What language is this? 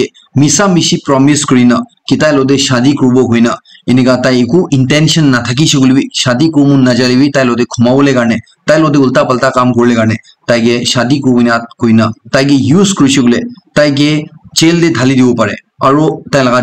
Naga Pidgin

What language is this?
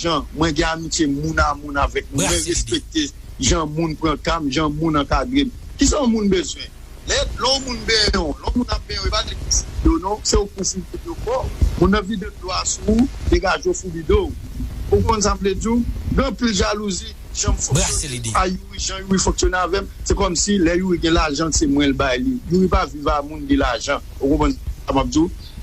Haitian Creole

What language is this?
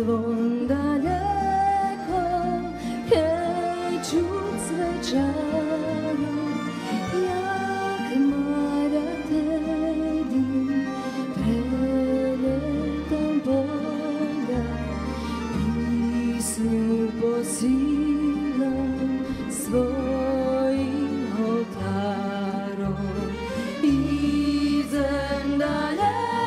Rusyn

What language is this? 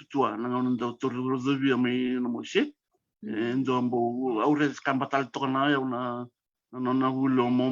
Fijian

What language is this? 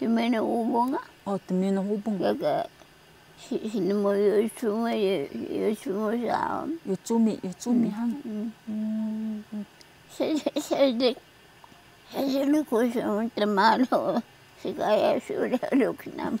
Taroko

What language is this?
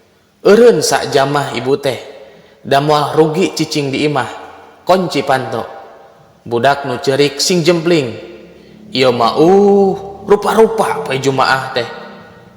Sundanese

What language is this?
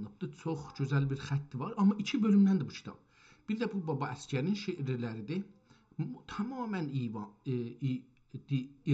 South Azerbaijani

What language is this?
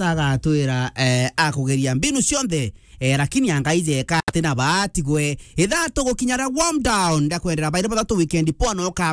Meru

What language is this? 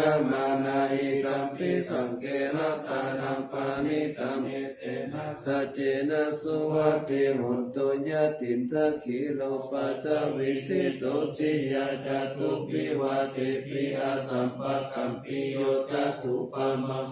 Pali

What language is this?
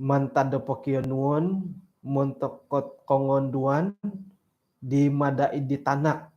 Central Dusun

